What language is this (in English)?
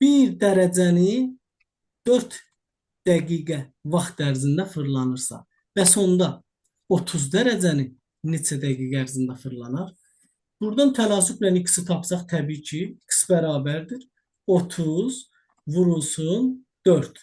Azerbaijani